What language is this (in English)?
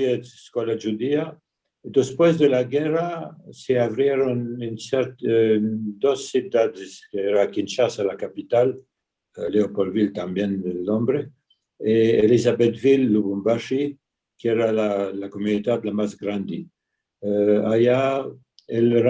Ladino